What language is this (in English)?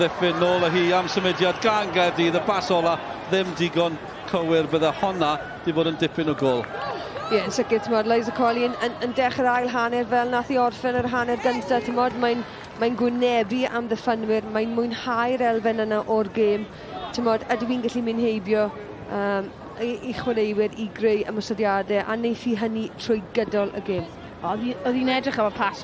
Welsh